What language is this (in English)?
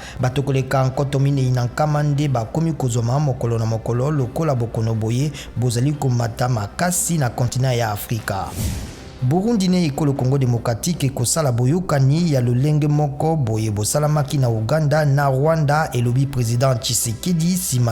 Lingala